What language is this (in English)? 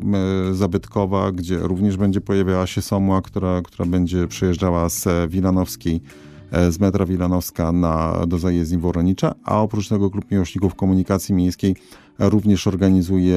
Polish